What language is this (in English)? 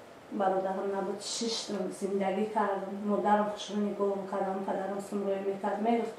Tajik